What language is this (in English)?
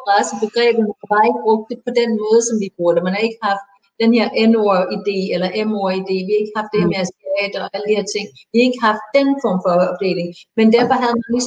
Danish